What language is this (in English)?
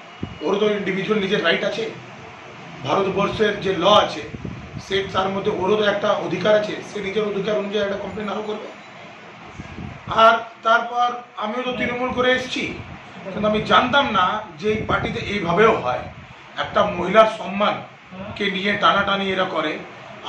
Bangla